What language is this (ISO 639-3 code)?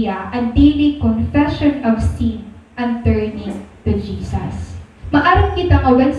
war